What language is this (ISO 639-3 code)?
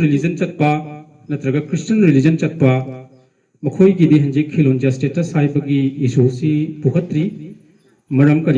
mni